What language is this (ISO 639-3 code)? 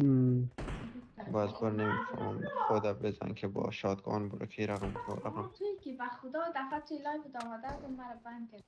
fas